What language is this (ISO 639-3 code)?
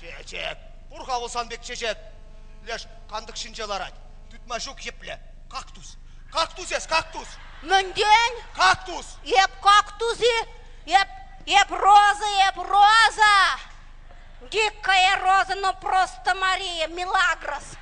chv